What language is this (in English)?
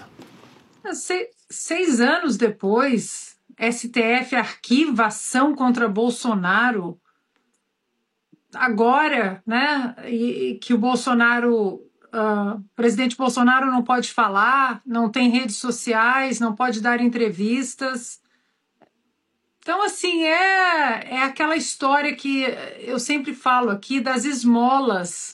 Portuguese